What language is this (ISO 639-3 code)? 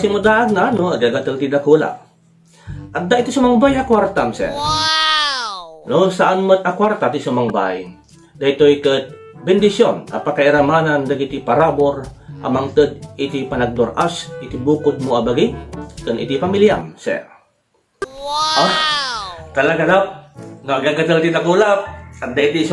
ilo